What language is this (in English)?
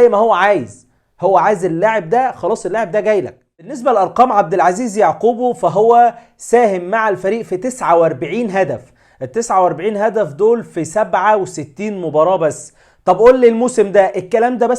Egyptian Arabic